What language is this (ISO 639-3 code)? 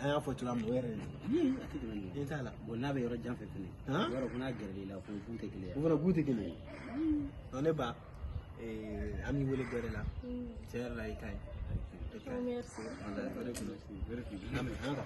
bam